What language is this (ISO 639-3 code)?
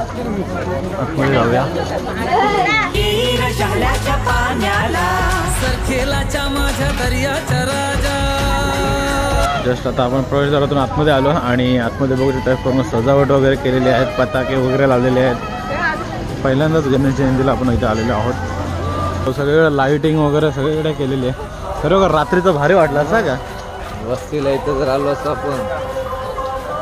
mar